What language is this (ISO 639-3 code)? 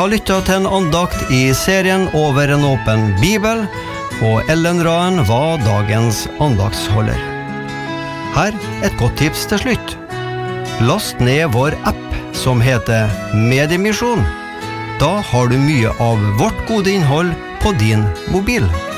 nor